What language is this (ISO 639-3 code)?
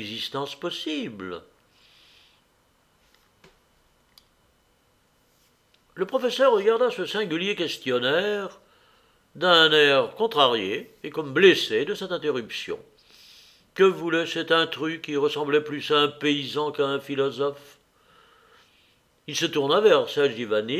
fra